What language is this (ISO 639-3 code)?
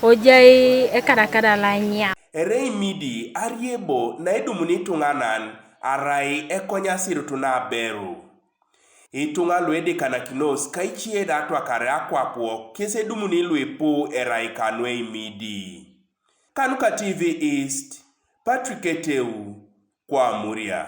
teo